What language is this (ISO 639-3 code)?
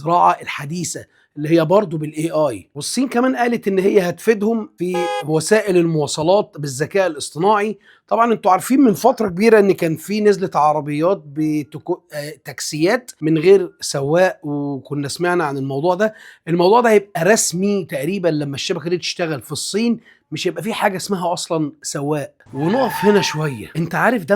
arz